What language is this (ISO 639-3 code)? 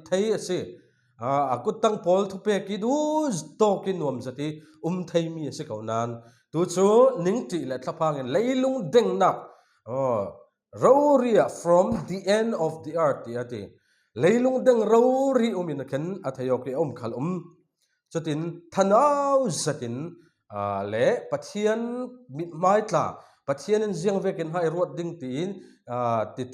cfm